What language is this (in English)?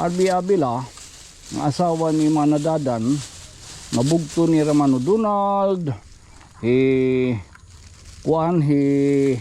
Waray